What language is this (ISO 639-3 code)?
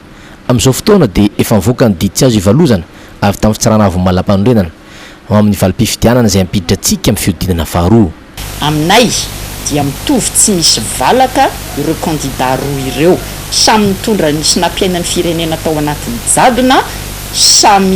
mlg